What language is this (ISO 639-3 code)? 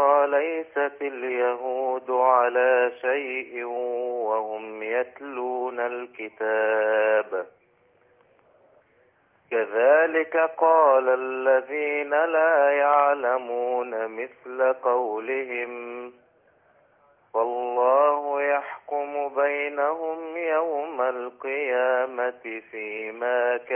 ara